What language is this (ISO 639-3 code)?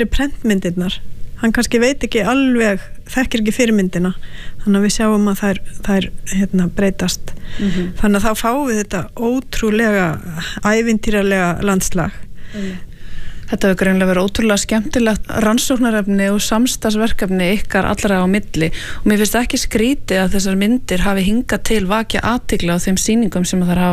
isl